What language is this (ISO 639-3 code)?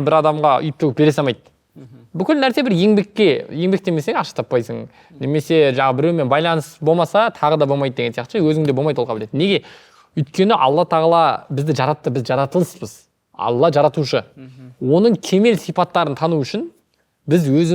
kaz